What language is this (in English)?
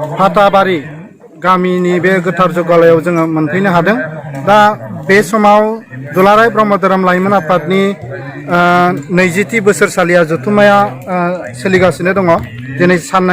Bodo